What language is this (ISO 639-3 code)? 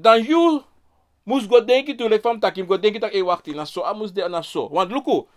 srn